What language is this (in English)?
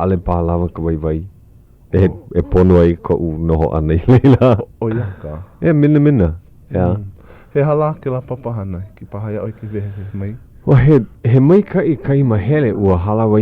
Hawaiian